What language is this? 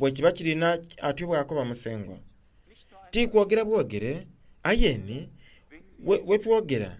Soga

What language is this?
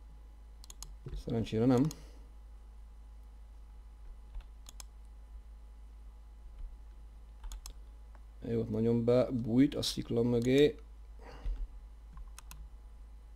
Hungarian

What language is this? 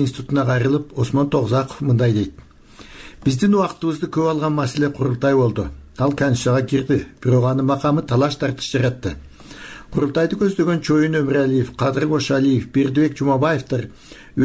Kyrgyz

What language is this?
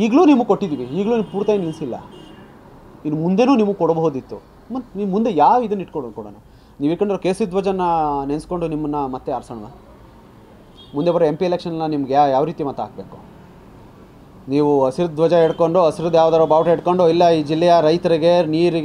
Kannada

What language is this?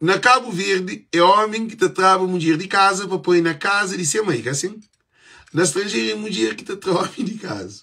Kabuverdianu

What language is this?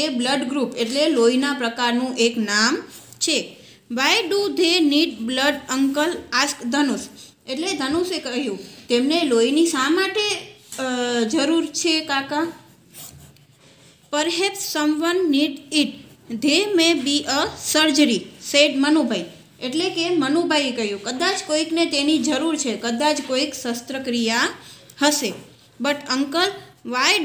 Gujarati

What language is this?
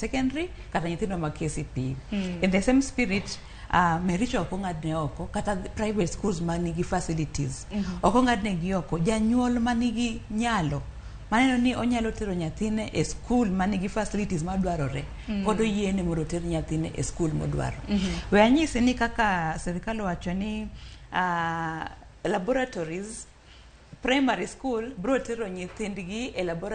Luo (Kenya and Tanzania)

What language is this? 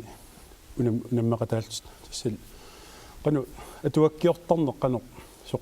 Kalaallisut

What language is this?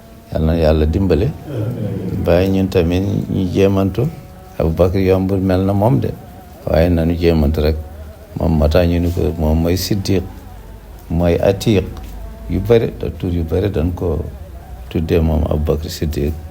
Wolof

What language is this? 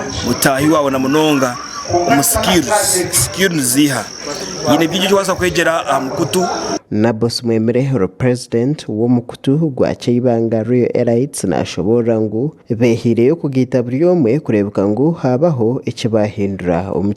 Nyankole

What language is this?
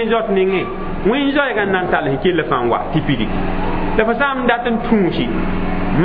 Mossi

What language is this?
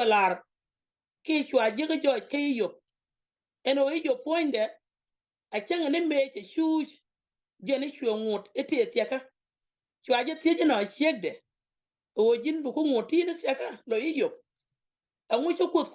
Nuer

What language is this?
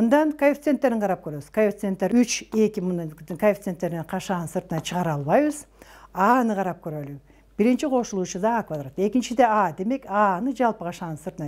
Kyrgyz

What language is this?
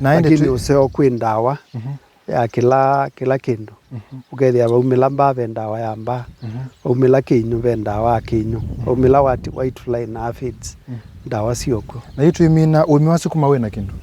Kamba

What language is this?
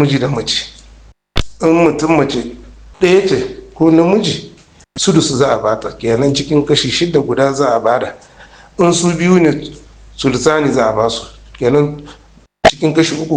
Hausa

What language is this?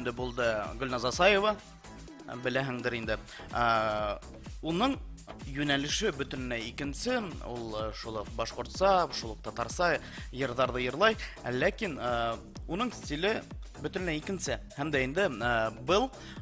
Bashkir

